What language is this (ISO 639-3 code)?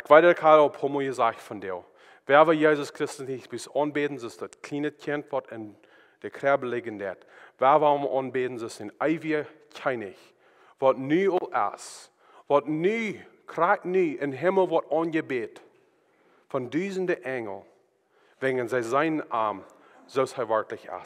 pdt